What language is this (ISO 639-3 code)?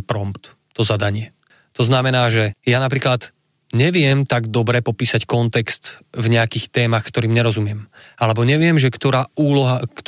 slk